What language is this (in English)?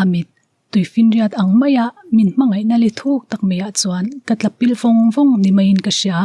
Mizo